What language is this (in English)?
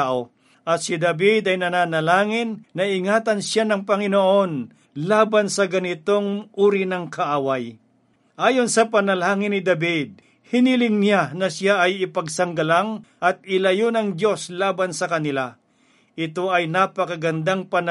Filipino